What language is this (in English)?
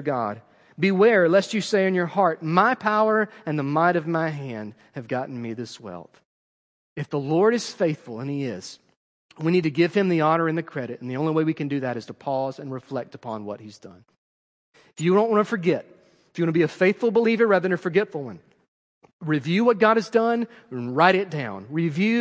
English